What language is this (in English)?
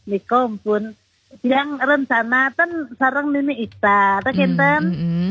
Balinese